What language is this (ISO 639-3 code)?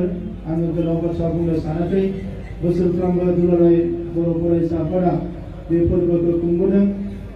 brx